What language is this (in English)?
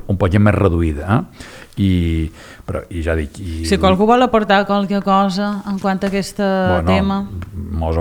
Catalan